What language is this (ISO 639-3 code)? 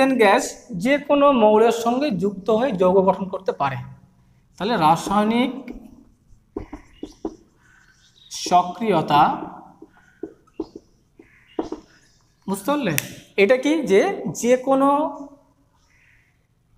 ben